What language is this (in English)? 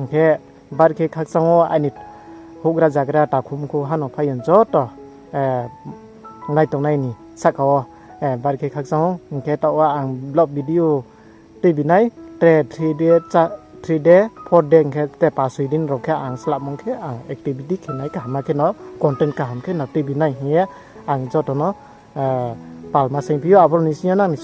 Riang (India)